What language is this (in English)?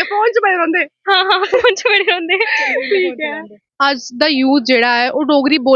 Dogri